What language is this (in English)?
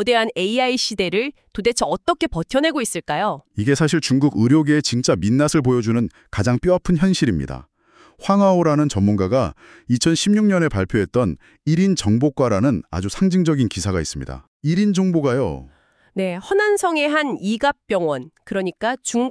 Korean